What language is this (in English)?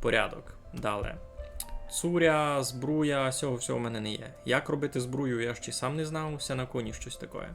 Rusyn